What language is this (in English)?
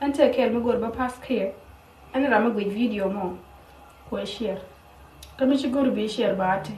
Nuer